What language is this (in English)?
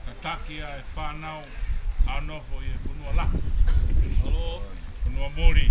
Tongan